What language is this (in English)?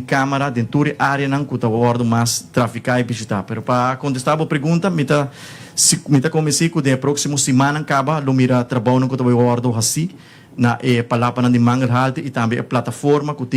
Papiamento